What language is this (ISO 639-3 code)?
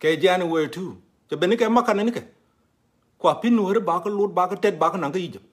nus